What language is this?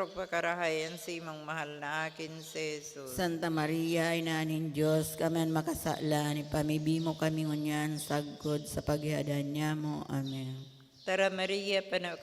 Bikol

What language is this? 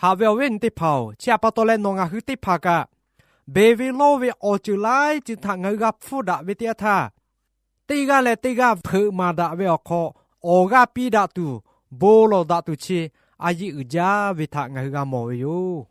Lahu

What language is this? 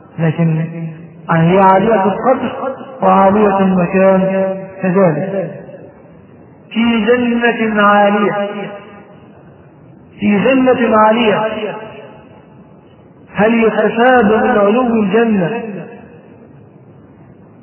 Arabic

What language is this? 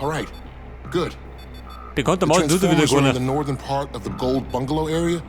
Bavarian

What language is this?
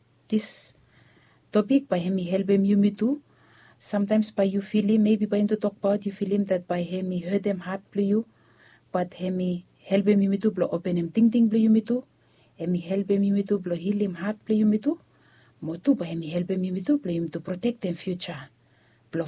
Bislama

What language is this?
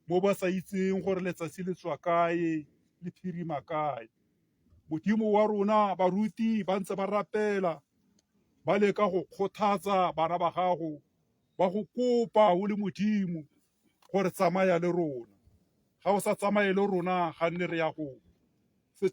Tswana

